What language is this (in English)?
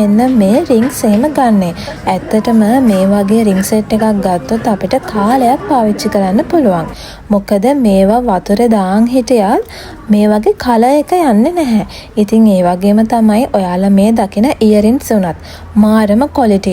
Sinhala